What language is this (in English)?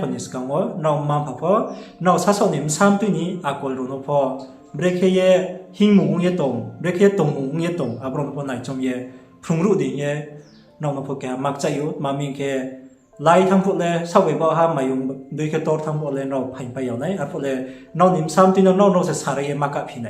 Riang (India)